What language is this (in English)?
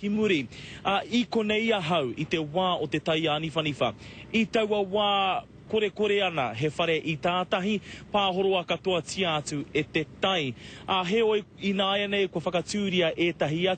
Māori